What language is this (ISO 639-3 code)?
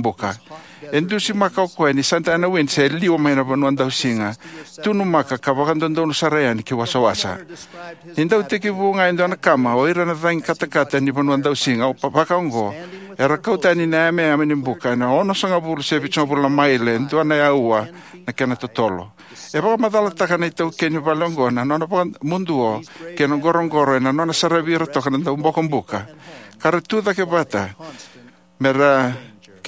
fij